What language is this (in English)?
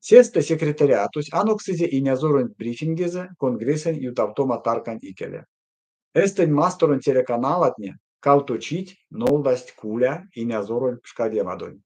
Erzya